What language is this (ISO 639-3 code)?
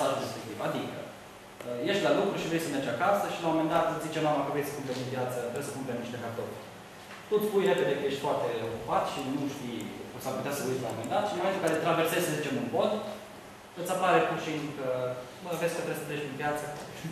ron